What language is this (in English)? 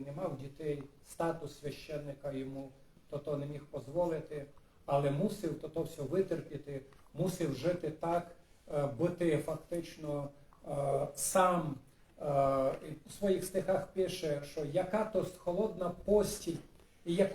Rusyn